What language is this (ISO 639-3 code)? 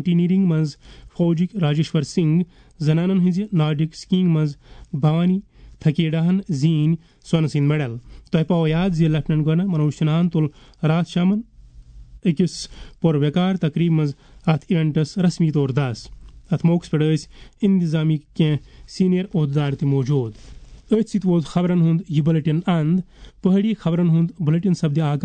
kas